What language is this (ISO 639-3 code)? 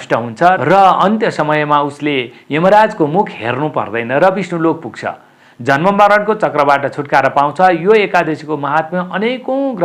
nep